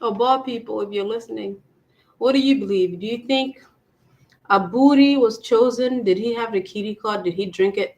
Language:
Acoli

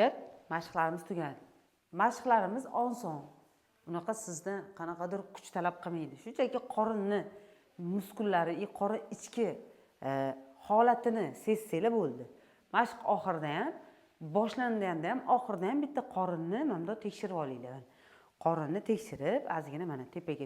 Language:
Uzbek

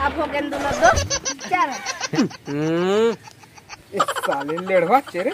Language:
Chhattisgarhi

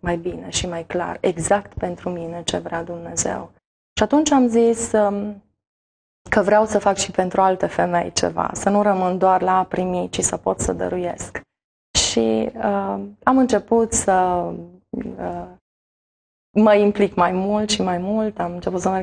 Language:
Romanian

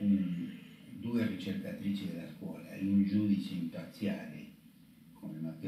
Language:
Italian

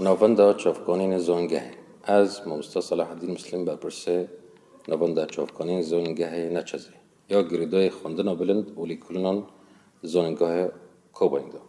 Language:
Kurdish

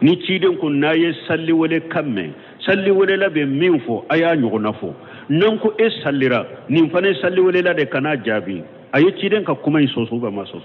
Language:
Bambara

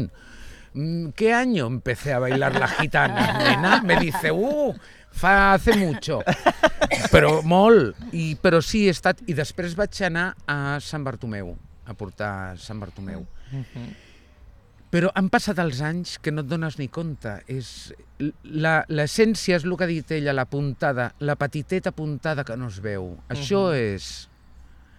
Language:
Catalan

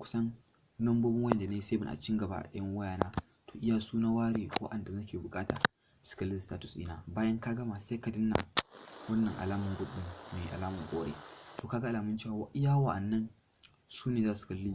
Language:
Hausa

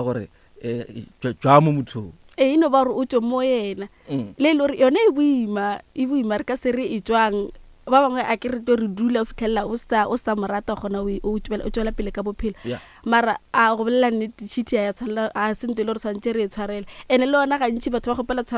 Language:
Northern Sotho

